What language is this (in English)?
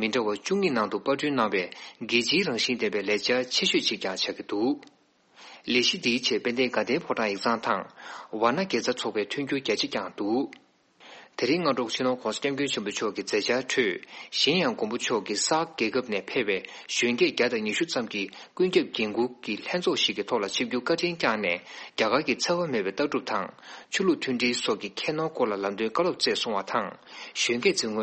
Tibetan